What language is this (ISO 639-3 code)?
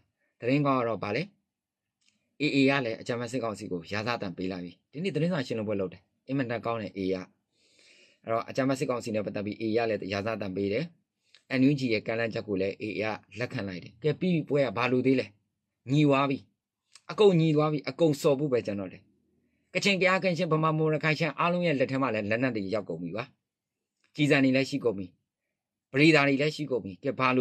mya